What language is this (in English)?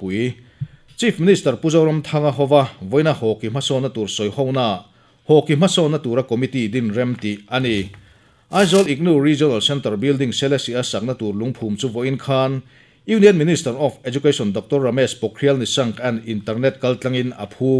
Mizo